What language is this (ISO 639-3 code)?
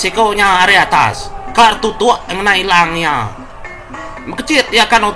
iba